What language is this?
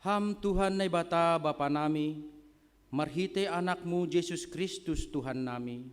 Batak Simalungun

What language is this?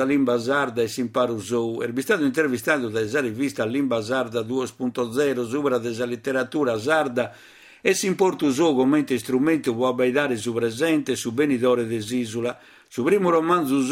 Sardinian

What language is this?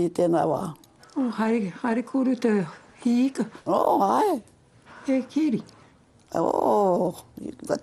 Māori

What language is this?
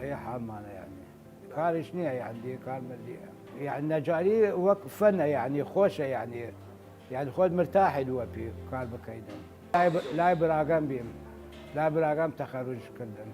Southern Kurdish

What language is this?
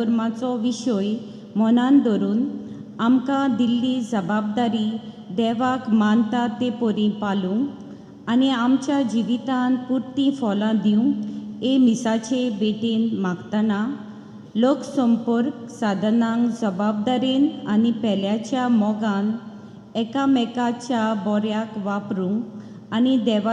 Konkani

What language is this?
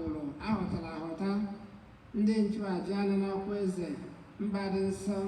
Igbo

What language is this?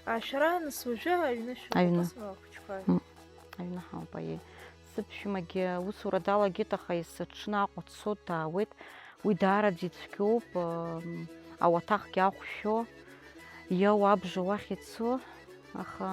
Abkhazian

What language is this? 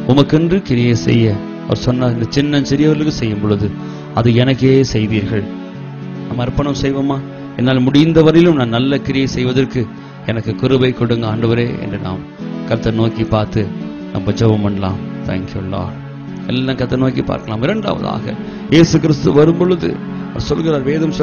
Tamil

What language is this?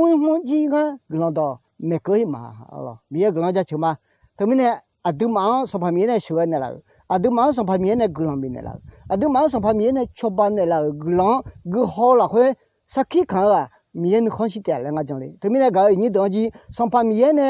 Akha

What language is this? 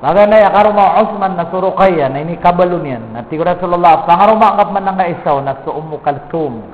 Maranao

